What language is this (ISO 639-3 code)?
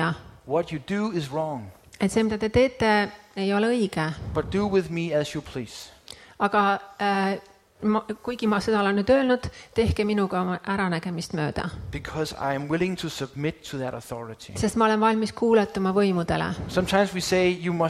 est